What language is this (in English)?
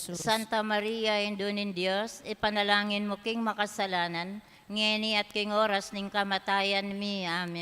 Pampanga